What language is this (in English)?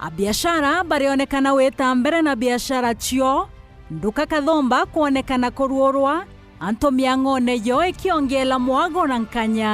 Meru